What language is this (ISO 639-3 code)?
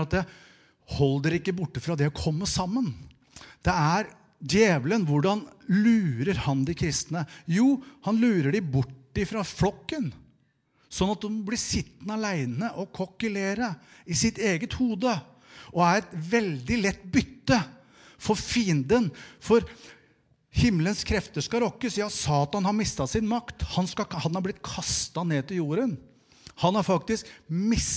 nor